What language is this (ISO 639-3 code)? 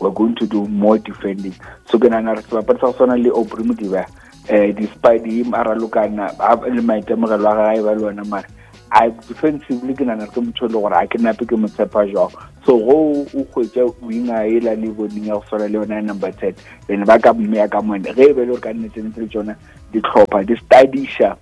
nso